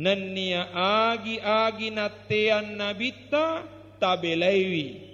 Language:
Buginese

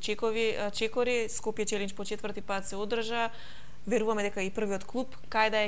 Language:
Macedonian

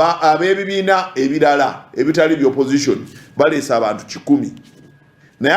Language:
Ganda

